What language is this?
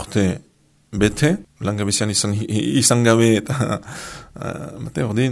Basque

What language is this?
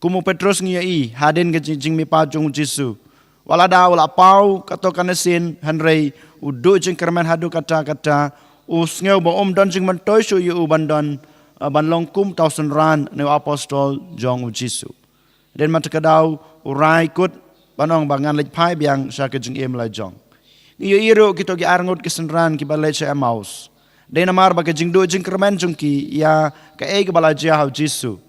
Khasi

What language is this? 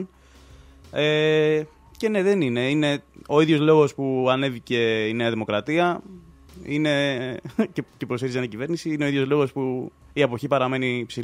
Greek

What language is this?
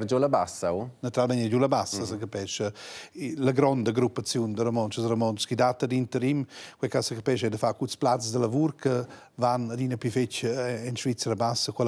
Romansh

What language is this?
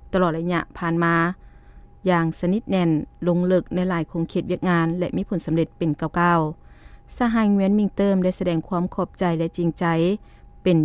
Lao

